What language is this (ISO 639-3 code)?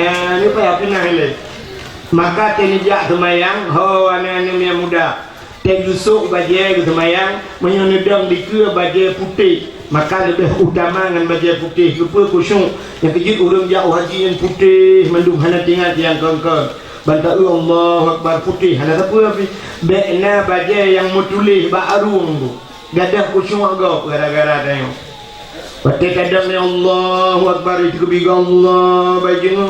ace